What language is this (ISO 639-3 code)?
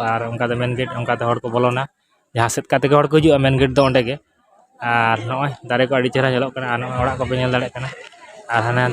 sat